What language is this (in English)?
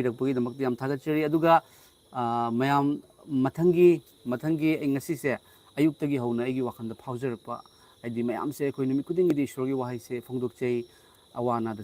Manipuri